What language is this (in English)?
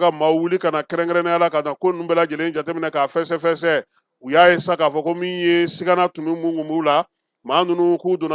Bambara